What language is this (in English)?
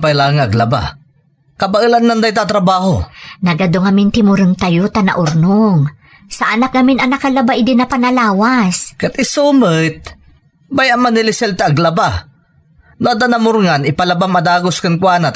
Iloko